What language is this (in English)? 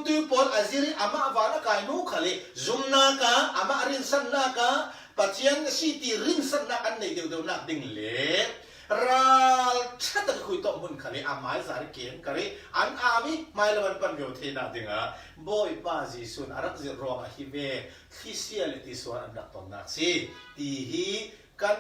Falam Chin